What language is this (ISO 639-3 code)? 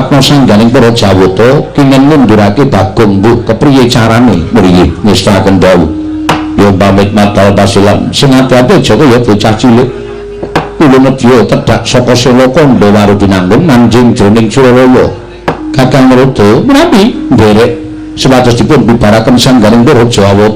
jav